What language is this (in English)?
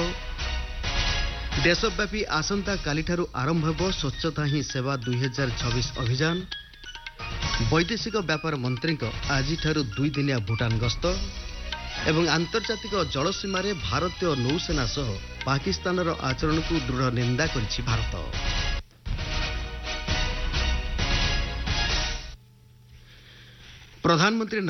Odia